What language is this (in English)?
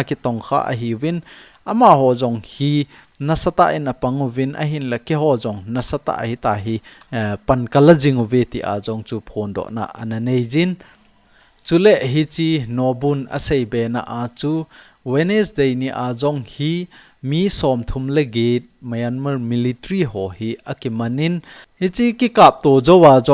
Thado Chin